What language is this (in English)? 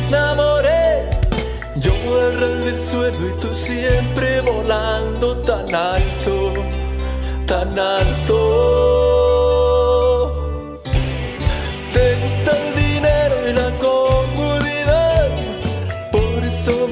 Spanish